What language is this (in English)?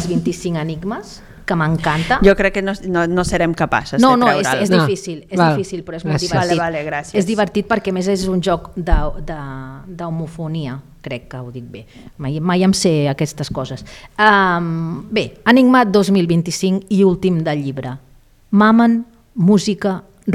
Catalan